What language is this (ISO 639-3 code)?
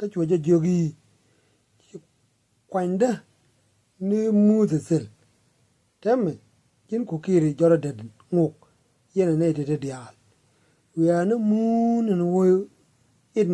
nus